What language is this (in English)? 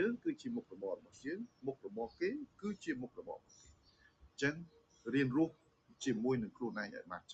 Khmer